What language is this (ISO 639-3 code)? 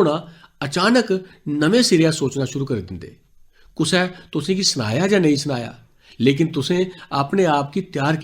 doi